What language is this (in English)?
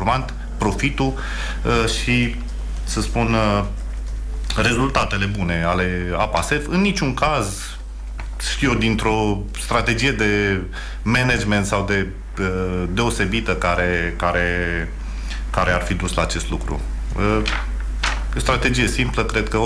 Romanian